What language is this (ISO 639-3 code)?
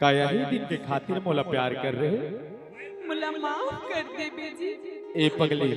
hne